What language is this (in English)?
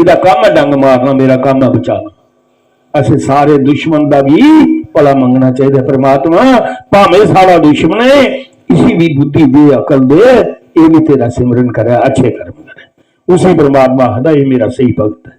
Dogri